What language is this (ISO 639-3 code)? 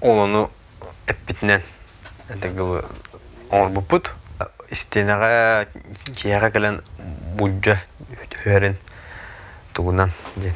sah